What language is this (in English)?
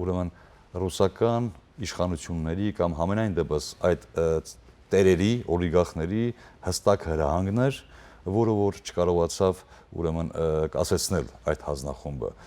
Western Armenian